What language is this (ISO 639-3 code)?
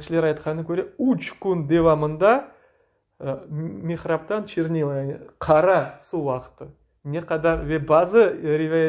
crh